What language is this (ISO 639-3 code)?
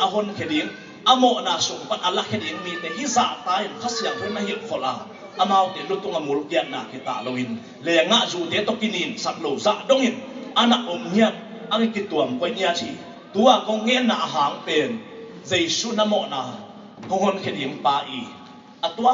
ctd